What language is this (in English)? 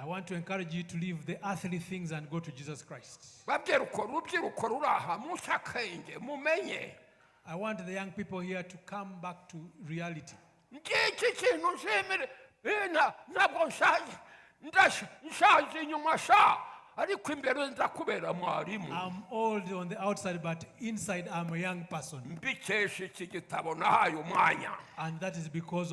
Kinyarwanda